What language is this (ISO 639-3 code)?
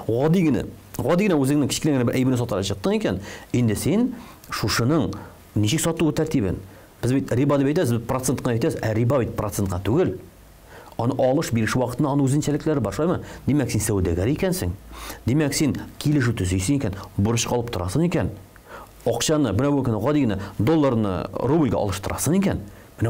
tat